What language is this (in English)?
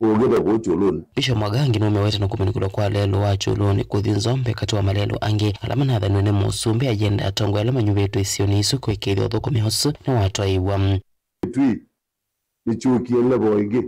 Kamba